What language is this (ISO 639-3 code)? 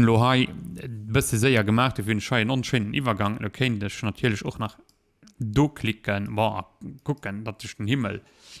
ltz